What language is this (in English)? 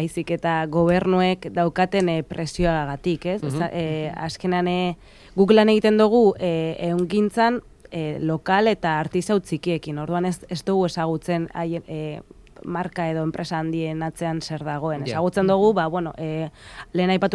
Basque